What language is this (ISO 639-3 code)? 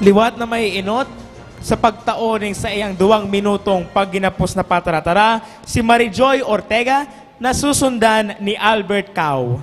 bik